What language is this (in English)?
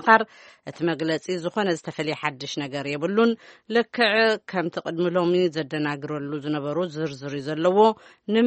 Tigrinya